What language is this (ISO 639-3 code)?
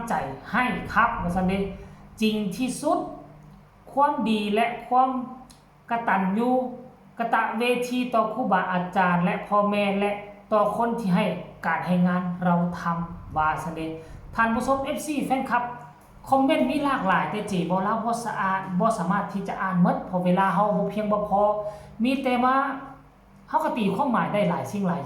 tts